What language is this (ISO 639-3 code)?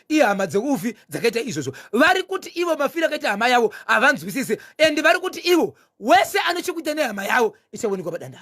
sna